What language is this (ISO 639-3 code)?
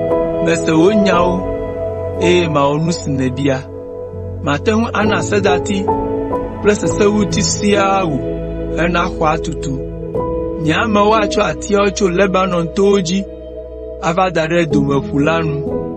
ewe